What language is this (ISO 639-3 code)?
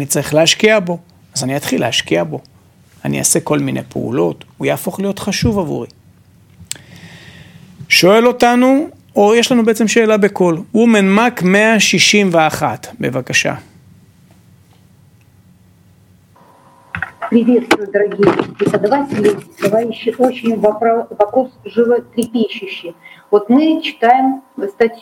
heb